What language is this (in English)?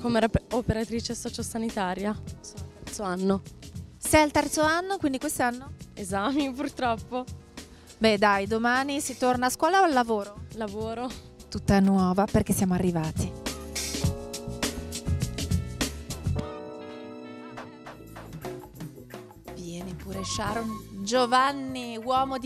Italian